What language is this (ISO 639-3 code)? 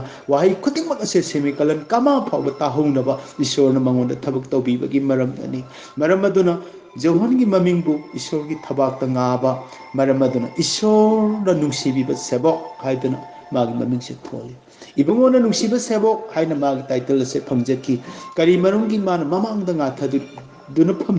mni